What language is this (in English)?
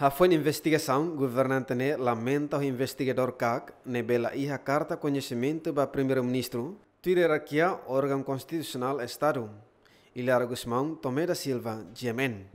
Tetum